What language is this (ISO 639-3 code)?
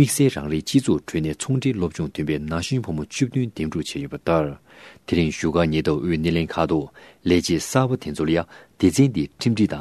bod